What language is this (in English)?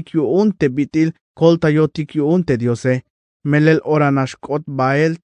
Tzeltal